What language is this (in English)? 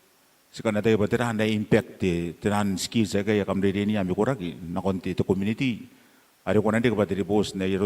Gilbertese